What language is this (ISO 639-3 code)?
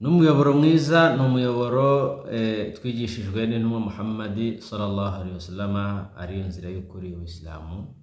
kin